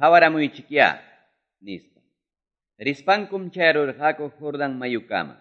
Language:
Quechua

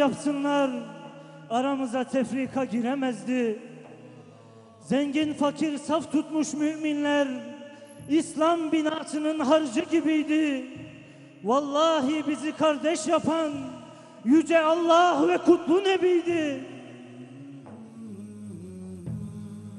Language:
Turkish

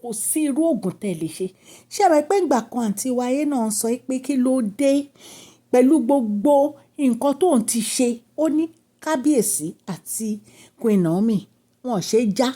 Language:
Yoruba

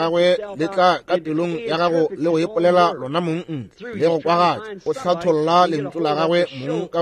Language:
Northern Sotho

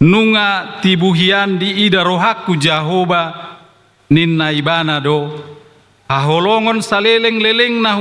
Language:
Batak Toba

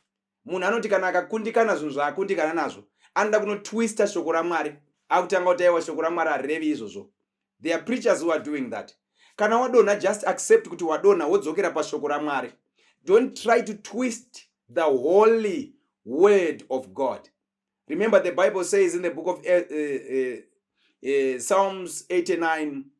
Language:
Shona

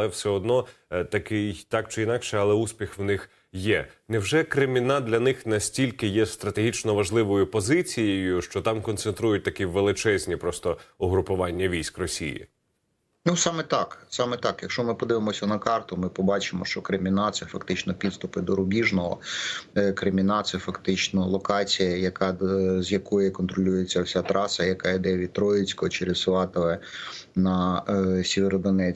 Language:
Ukrainian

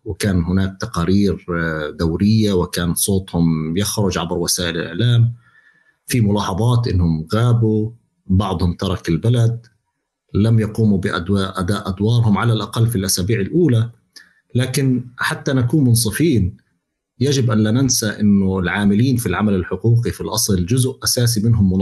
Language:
North Levantine Arabic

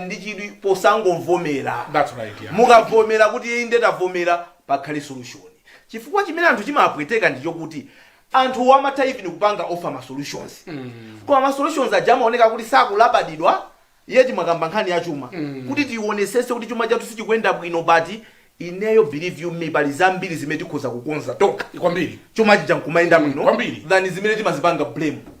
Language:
Nyanja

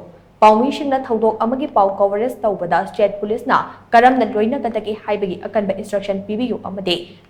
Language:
Manipuri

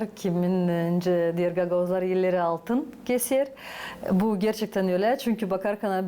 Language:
Gagauz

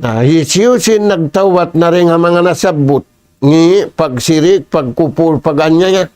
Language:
Tausug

